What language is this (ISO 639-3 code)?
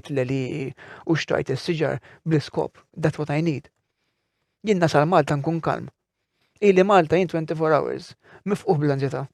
mlt